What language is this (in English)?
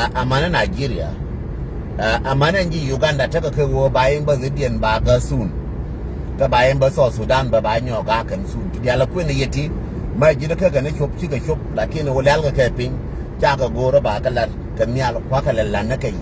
Nuer